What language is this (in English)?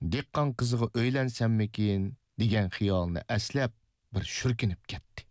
Uyghur